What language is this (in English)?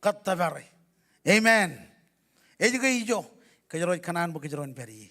Marshallese